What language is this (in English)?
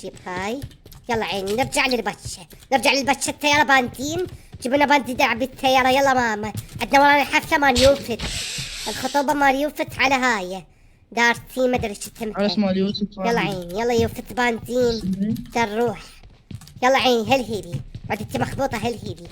Mesopotamian Arabic